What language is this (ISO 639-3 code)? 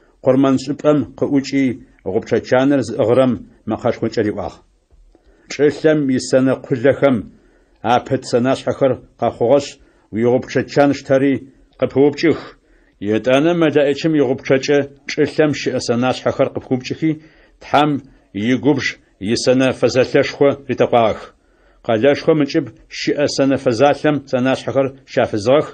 ady